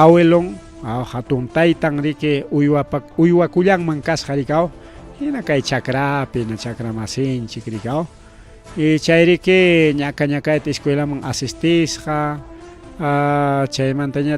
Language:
Ayacucho Quechua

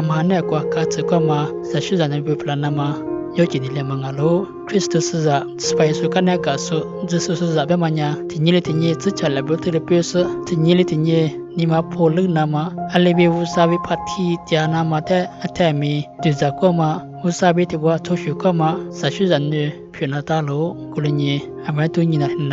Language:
Lisu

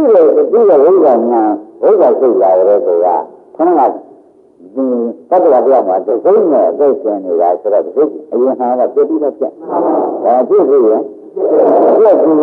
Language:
Burmese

